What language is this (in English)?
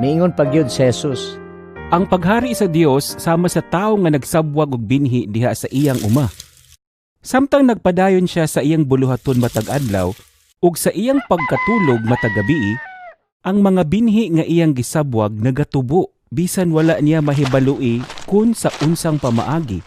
Cebuano